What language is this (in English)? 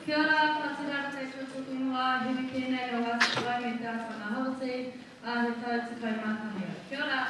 Māori